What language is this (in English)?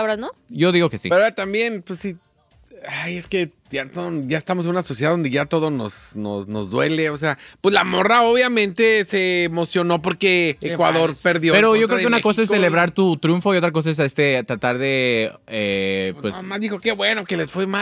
Spanish